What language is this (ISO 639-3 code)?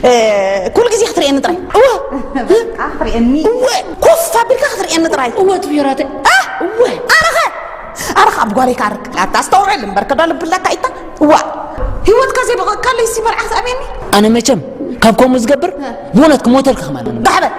tir